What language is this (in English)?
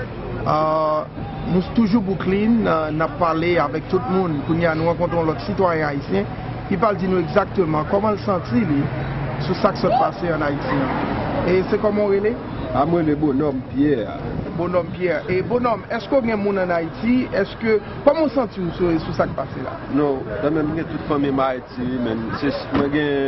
Haitian Creole